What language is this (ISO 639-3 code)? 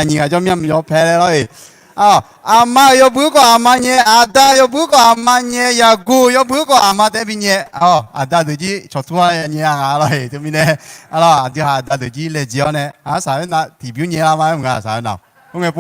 ahk